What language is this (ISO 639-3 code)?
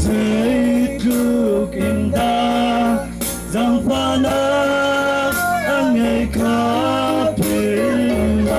cnh